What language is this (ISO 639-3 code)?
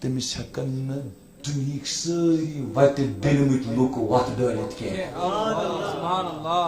kas